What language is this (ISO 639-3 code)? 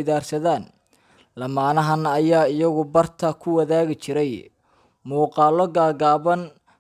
som